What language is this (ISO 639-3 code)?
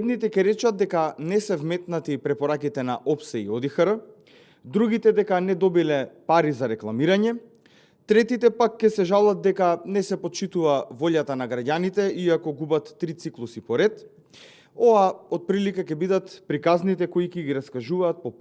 mkd